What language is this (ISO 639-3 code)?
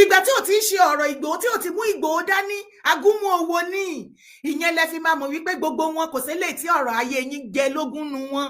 yor